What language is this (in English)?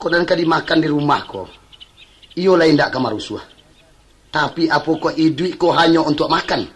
Minangkabau